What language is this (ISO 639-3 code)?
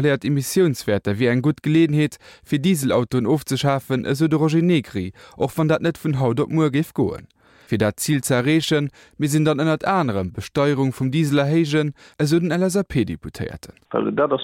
ltz